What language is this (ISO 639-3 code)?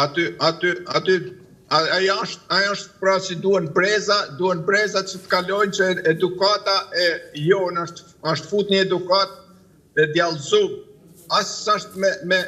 sqi